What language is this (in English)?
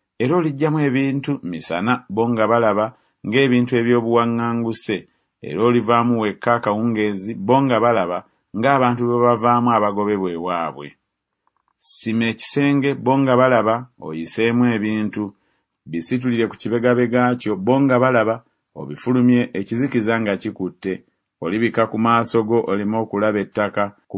Ganda